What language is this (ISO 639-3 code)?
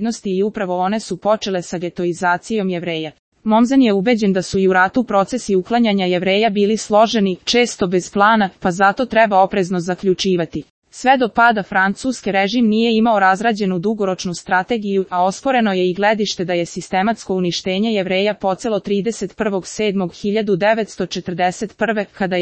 srp